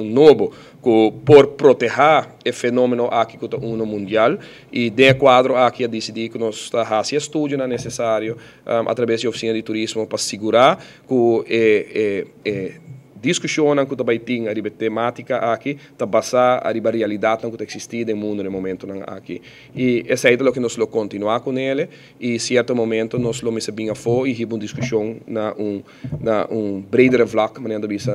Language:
Papiamento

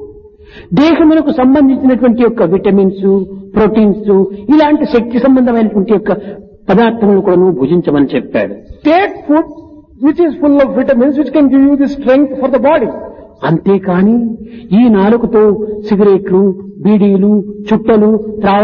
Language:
Telugu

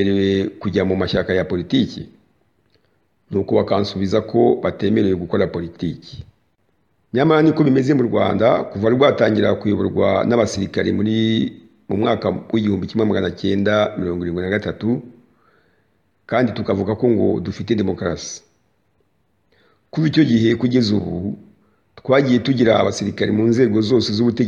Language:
Kinyarwanda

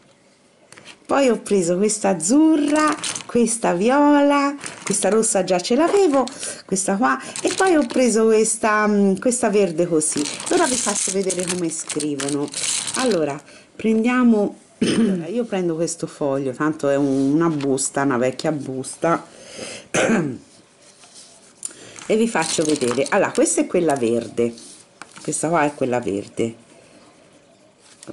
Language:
Italian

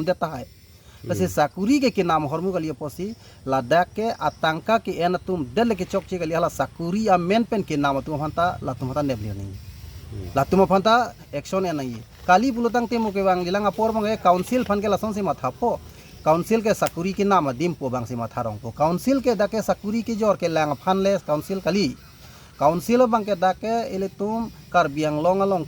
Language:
Karbi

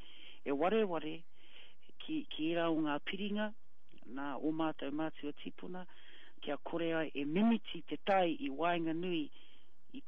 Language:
Māori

